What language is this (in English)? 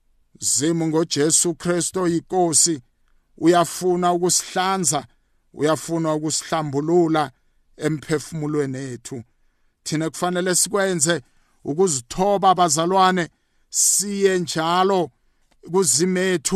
South Ndebele